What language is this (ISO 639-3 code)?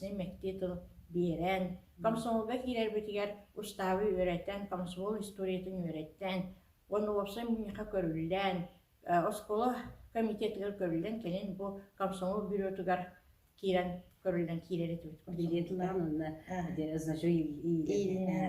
sah